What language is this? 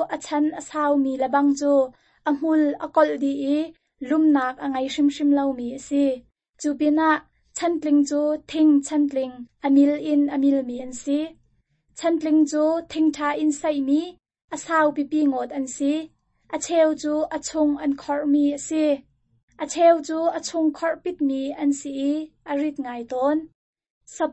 Hakha Chin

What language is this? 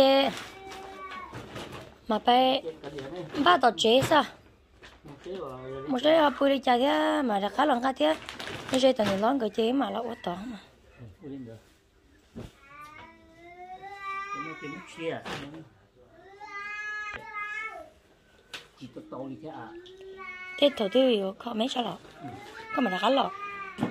Vietnamese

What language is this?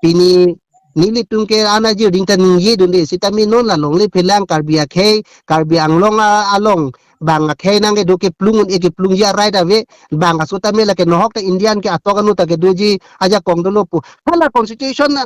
Karbi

